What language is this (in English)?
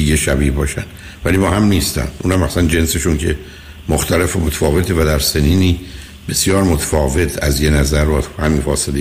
Persian